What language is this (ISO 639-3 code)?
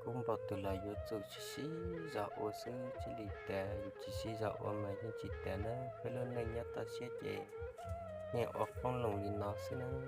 hmn